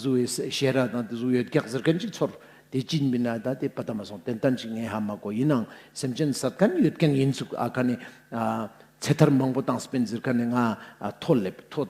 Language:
Ladakhi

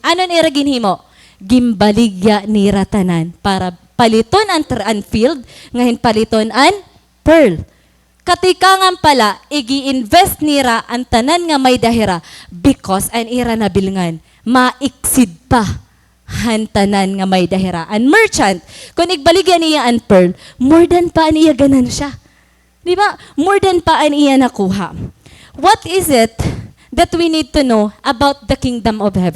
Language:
Waray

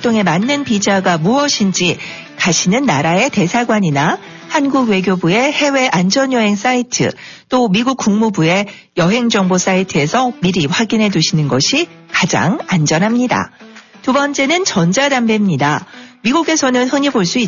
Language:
Korean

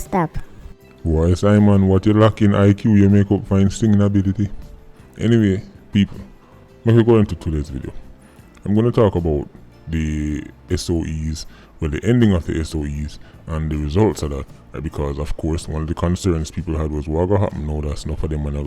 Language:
Jamaican Creole English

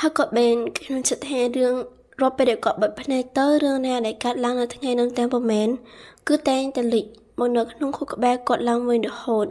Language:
Khmer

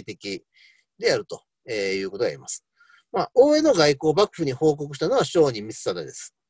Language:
Japanese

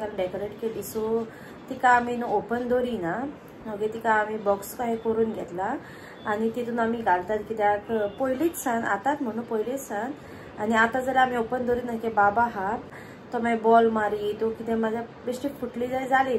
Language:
Konkani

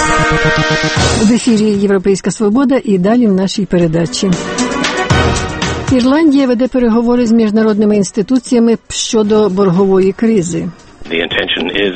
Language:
Ukrainian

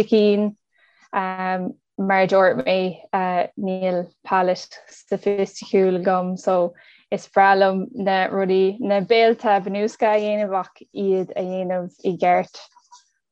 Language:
Irish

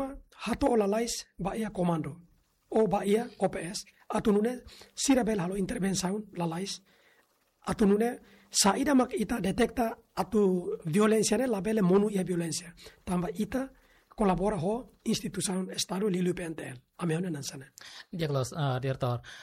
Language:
Tetum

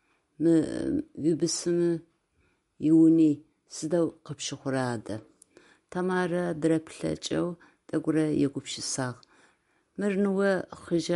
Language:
Adyghe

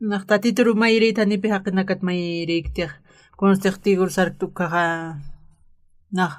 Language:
Aymara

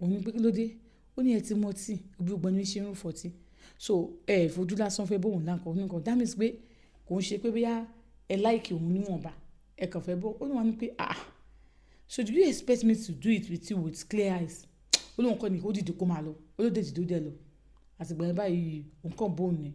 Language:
Yoruba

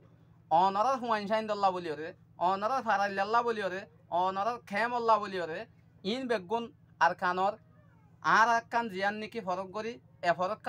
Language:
Rohingya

